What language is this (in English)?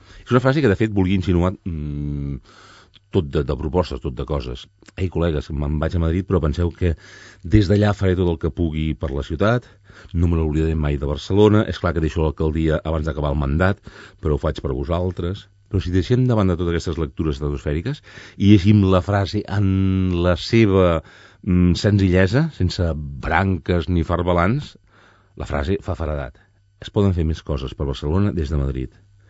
Catalan